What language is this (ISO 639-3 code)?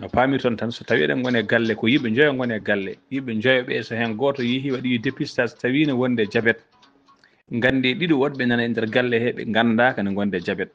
ful